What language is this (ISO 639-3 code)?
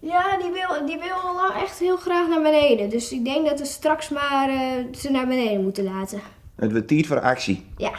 fry